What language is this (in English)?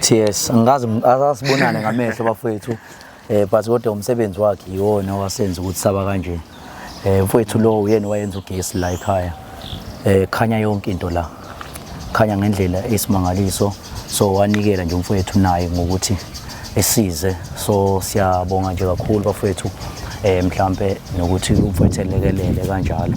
Zulu